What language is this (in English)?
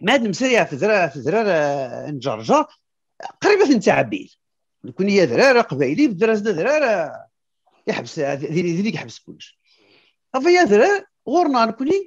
Kabyle